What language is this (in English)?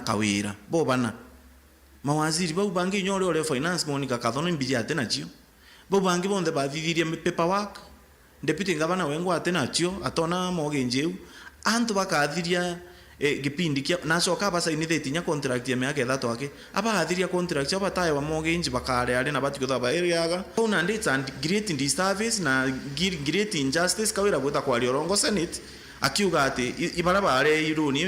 Meru